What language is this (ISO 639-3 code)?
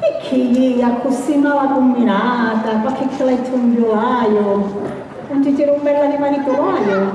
scn